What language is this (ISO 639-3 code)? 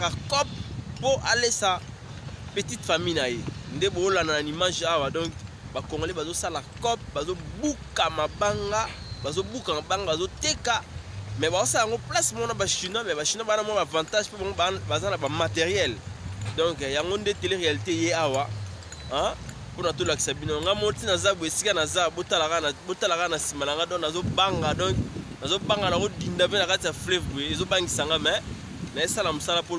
lin